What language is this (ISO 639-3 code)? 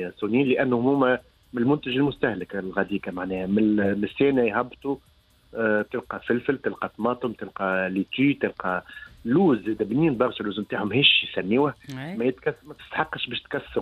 aeb